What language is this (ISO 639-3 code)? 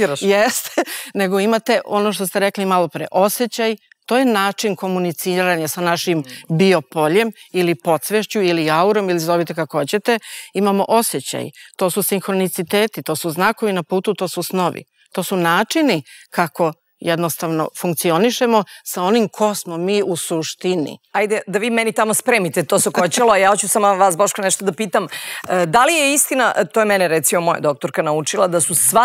srp